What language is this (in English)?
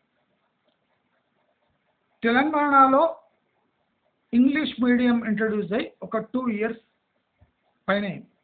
Telugu